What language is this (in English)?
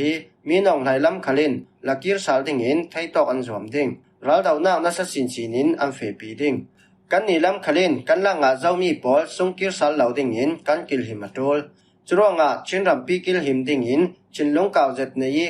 Falam Chin